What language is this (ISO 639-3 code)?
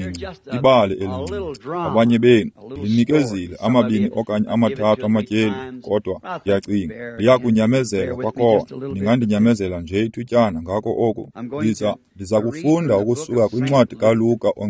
xho